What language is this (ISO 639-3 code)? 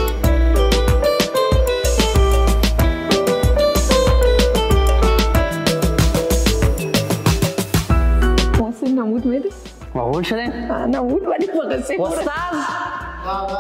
fas